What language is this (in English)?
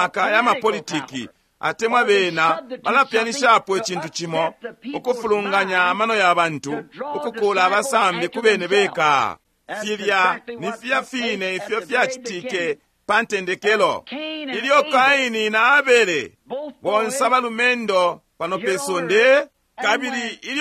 Bemba